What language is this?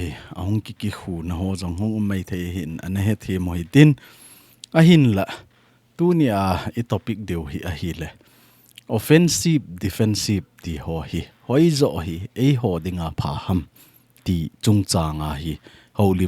Thado Chin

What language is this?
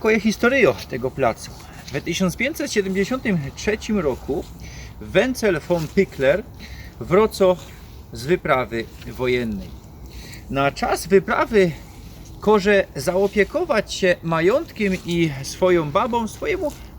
Silesian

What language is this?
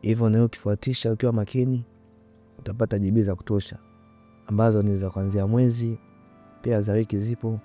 Swahili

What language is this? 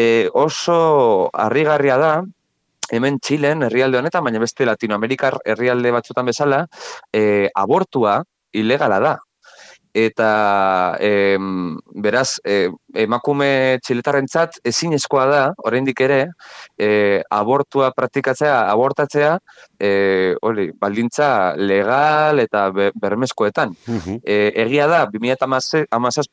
Basque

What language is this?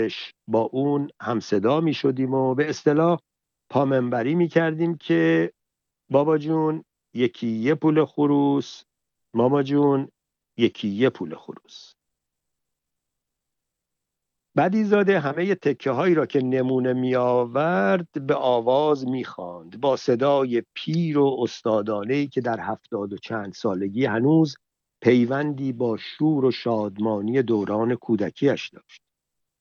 Persian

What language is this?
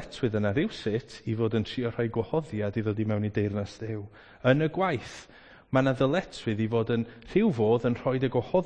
Welsh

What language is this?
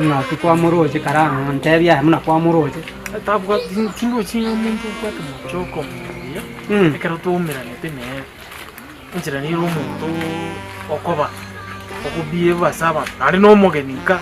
Gusii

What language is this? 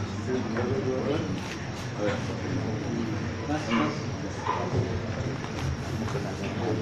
Indonesian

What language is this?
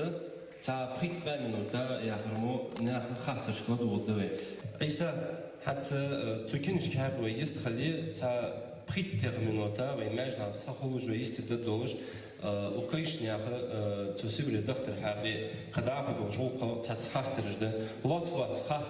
Ingush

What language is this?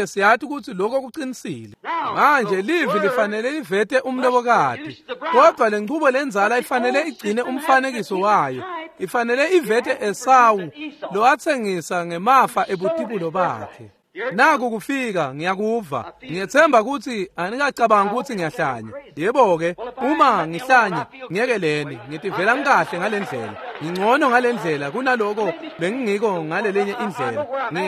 Swati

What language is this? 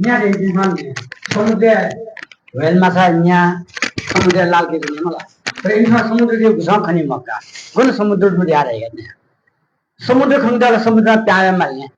Newari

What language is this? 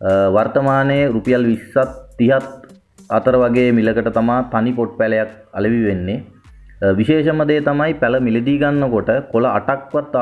Sinhala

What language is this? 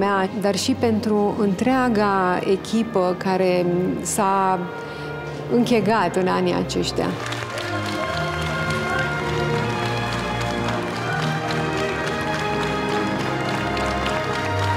Romanian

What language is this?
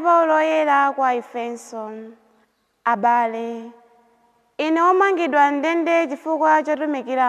Nyanja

